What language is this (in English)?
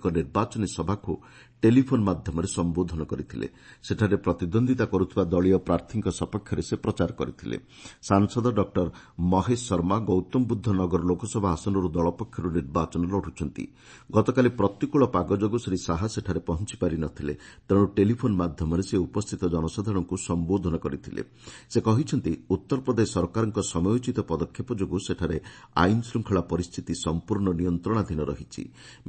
Odia